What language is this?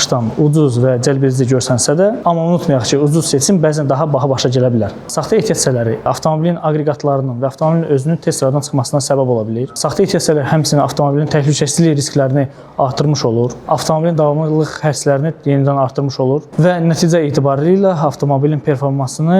Azerbaijani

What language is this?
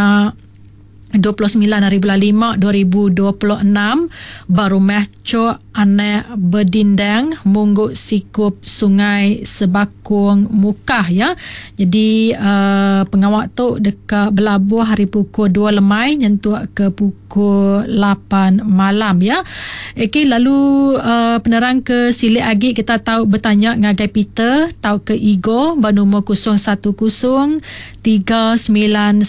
Iban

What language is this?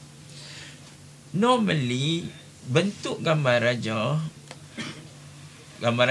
Malay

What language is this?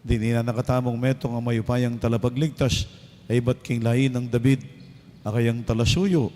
Pampanga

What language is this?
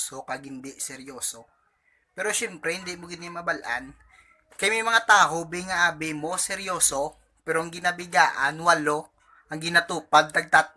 Hiligaynon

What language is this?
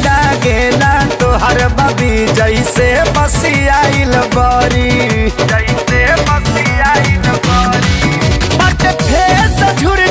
Bhojpuri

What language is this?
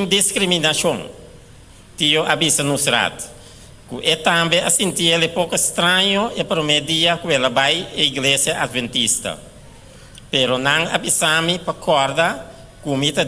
Papiamento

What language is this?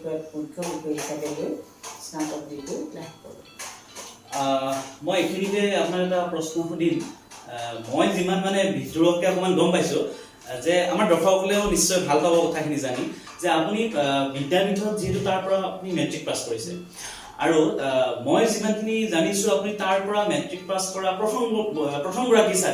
Assamese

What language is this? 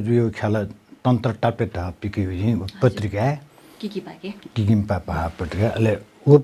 Newari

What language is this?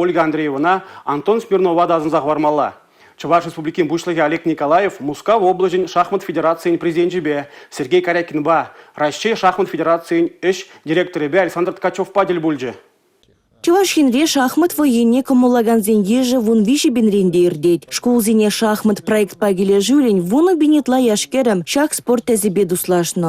Chuvash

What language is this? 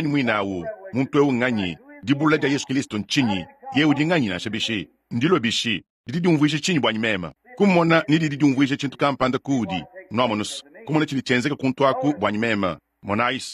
Luba-Lulua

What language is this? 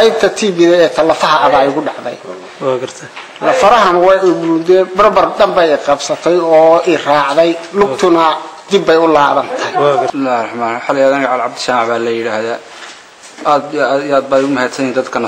Somali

